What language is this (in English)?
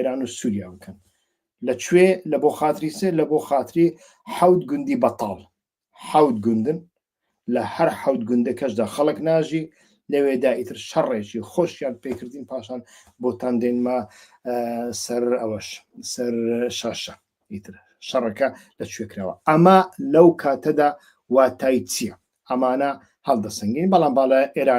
Central Kurdish